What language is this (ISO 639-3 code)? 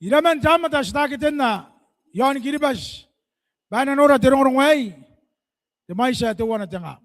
gil